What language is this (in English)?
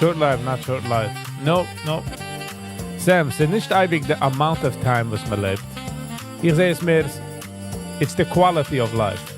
Yiddish